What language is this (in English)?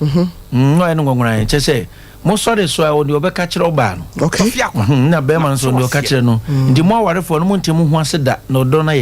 Akan